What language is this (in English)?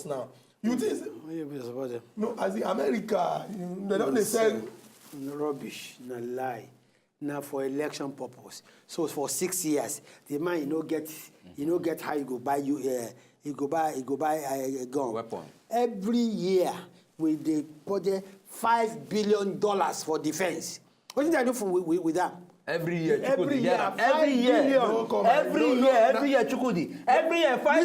Nigerian Pidgin